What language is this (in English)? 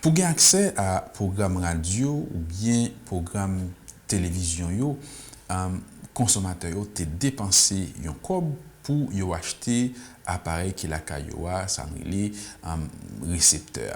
Haitian Creole